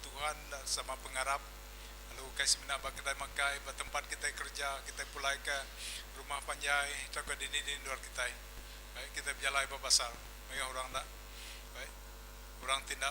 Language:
Iban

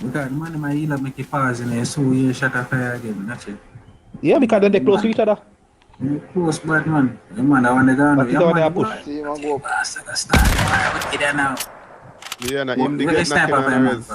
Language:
Jamaican Creole English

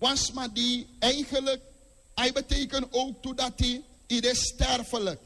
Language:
Sranan Tongo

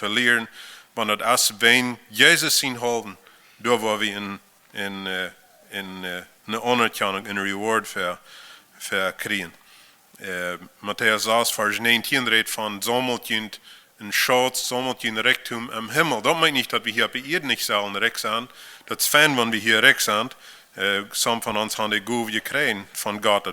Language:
Plautdietsch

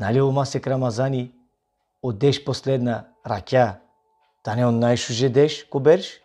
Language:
Balkan Romani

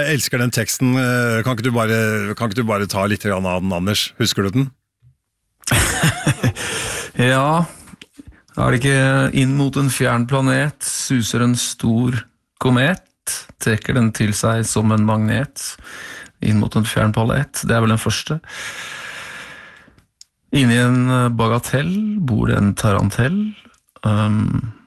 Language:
Norwegian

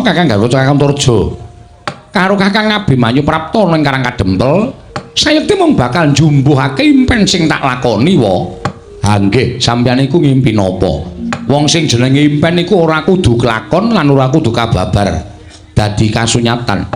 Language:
Javanese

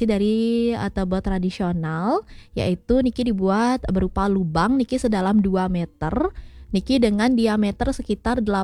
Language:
Balinese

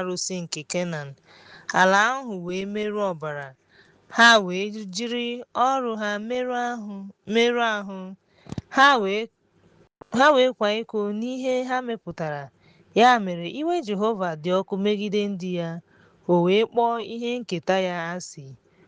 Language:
Igbo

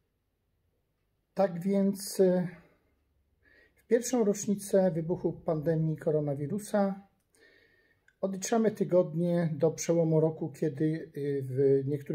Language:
Polish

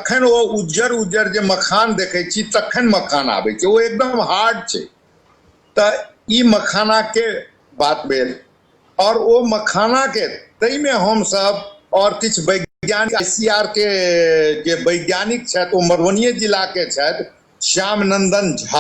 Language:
Maithili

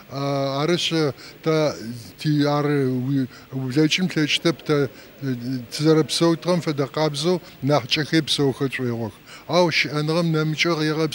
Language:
Adyghe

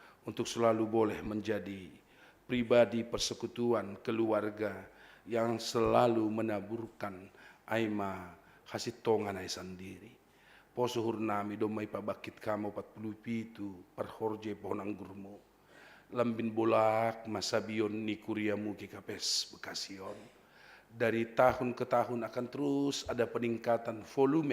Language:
Batak Simalungun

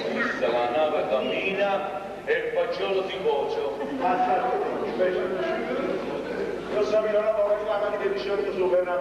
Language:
Neapolitan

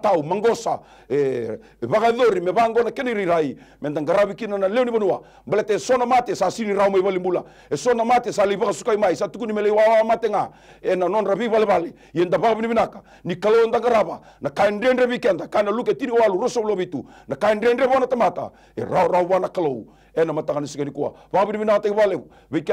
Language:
Fijian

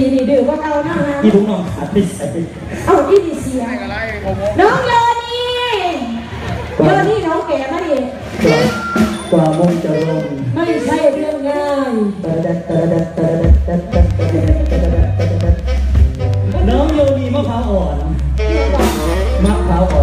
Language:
Thai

